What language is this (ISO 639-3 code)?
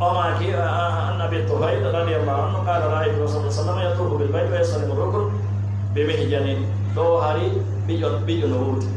ful